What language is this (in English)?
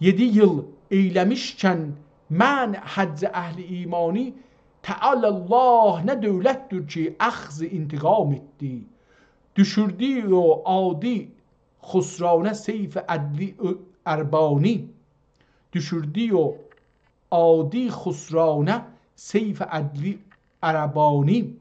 South Azerbaijani